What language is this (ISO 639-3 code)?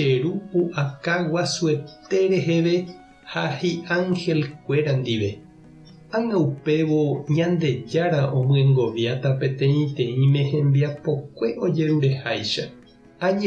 grn